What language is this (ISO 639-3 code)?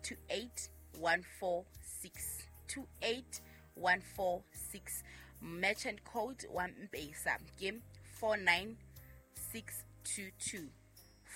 sot